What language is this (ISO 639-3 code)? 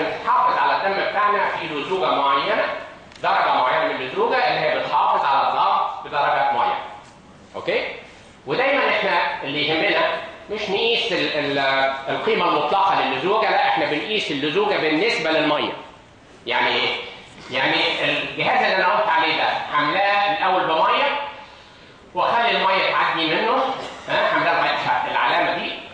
arz